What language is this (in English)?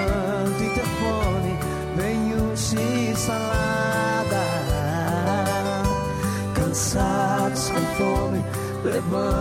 Portuguese